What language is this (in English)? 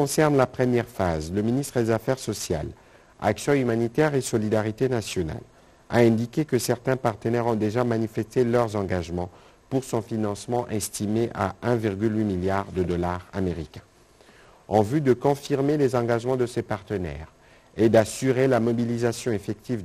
French